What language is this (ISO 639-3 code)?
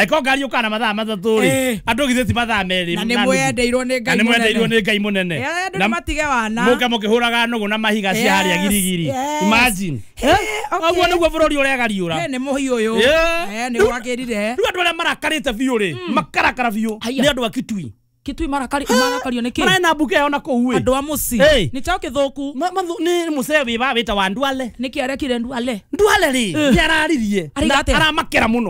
kik